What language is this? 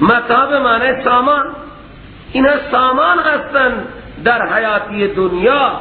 Persian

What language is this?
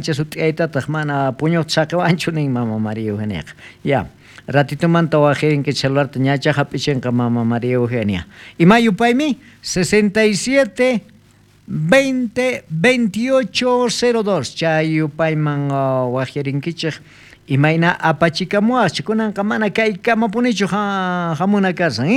South Bolivian Quechua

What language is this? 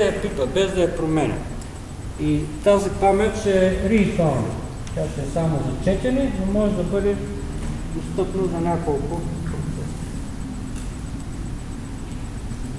Bulgarian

